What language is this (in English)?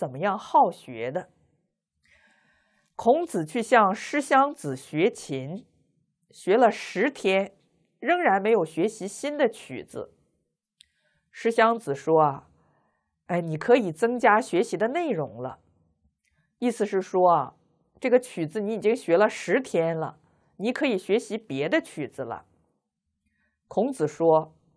Chinese